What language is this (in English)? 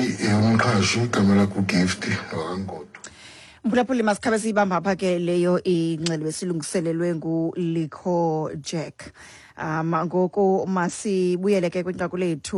Xhosa